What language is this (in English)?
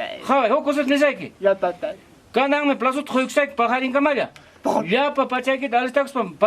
Ayacucho Quechua